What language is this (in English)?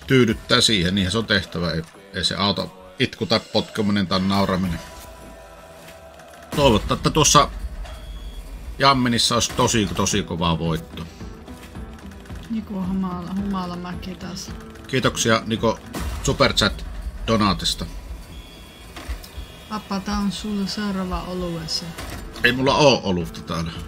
Finnish